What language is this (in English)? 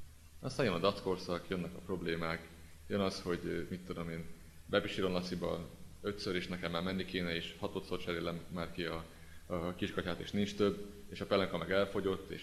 Hungarian